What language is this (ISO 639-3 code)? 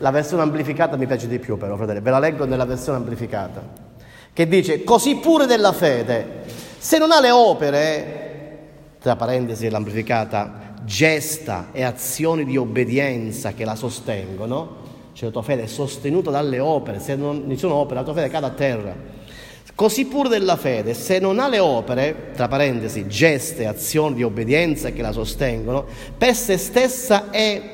ita